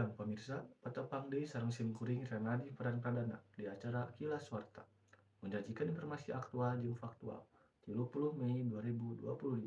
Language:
Sundanese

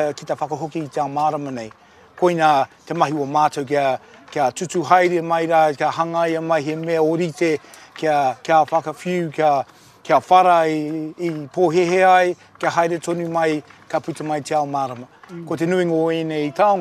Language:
Māori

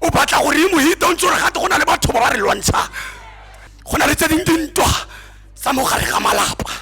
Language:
Tswana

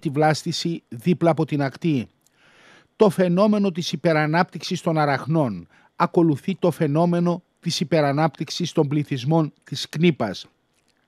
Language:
Greek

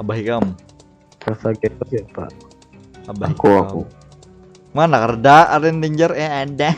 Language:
Banjar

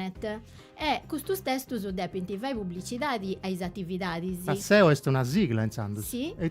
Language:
Sardinian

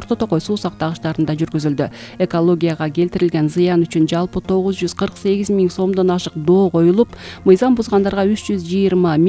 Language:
Kyrgyz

